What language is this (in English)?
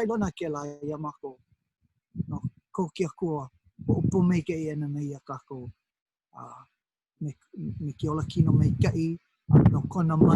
Hawaiian